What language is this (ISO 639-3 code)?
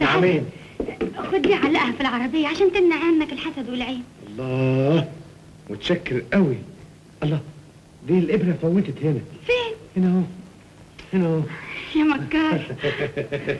arz